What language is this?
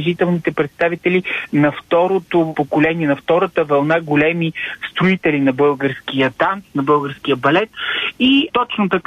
Bulgarian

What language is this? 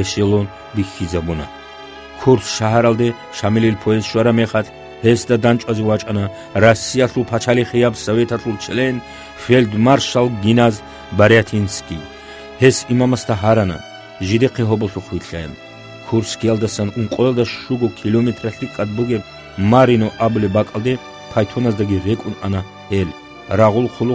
Avaric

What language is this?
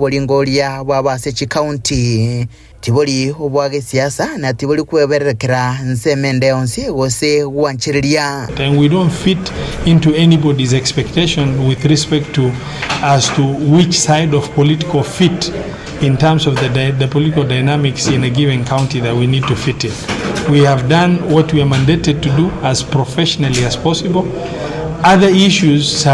Gusii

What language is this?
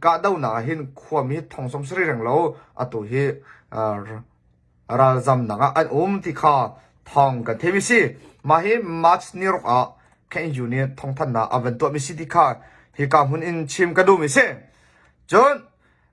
Hakha Chin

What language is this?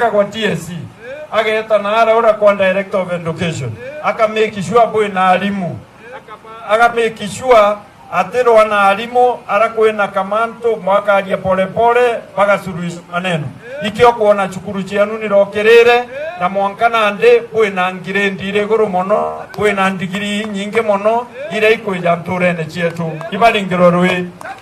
Meru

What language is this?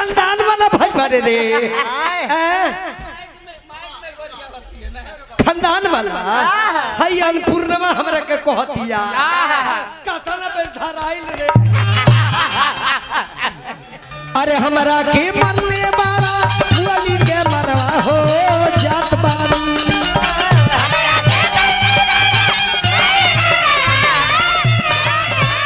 Bhojpuri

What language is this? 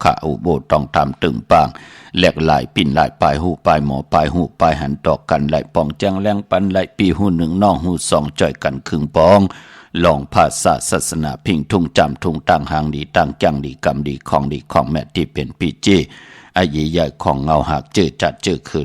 Shan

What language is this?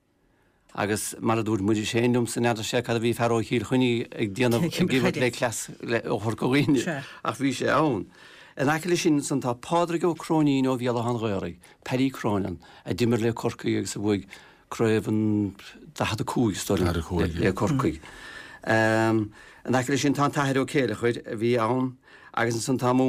Irish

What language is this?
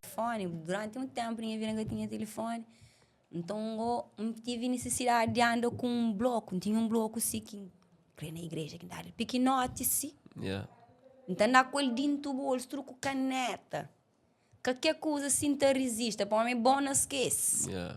Kabuverdianu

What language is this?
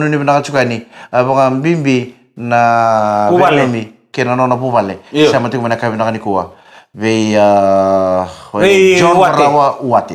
Fijian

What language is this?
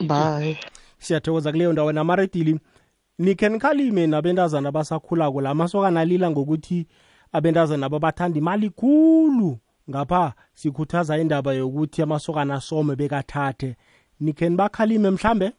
South Ndebele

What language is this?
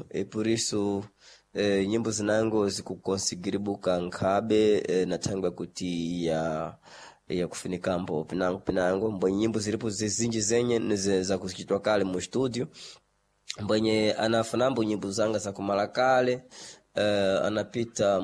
Sena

